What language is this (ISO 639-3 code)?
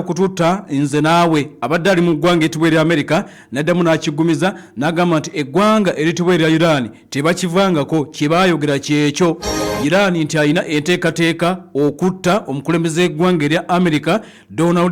lug